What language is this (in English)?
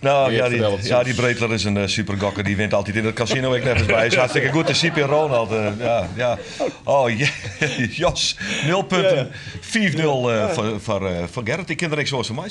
Western Frisian